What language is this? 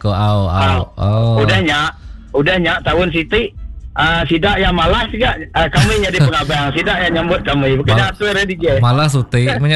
Iban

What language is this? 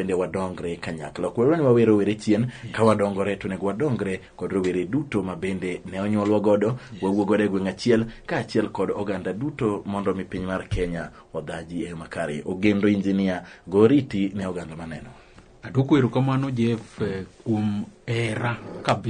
Luo (Kenya and Tanzania)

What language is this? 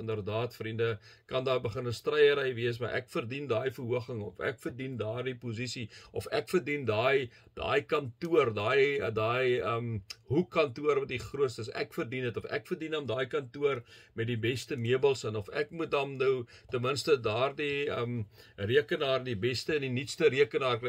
Afrikaans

